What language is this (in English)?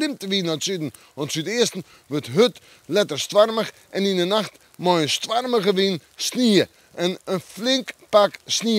Western Frisian